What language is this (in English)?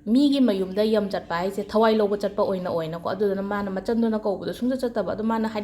Manipuri